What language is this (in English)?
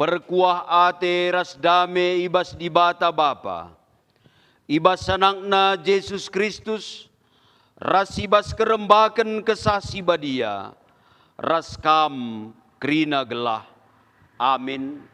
Batak Karo